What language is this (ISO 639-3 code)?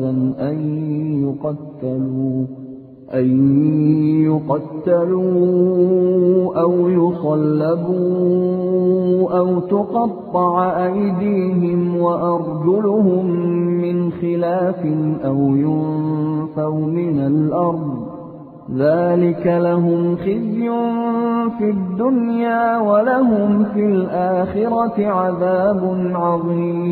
ara